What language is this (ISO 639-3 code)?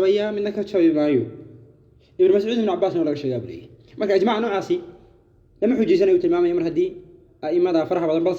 som